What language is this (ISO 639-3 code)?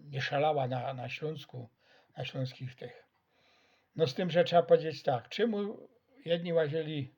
szl